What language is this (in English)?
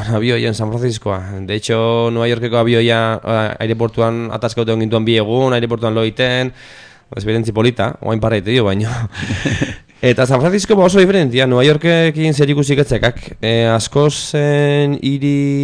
Basque